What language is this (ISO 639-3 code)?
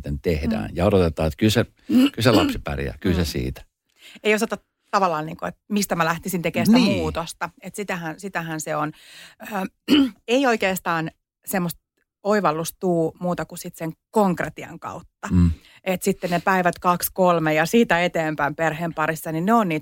fin